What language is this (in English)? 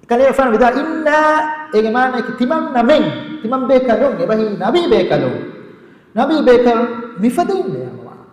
Divehi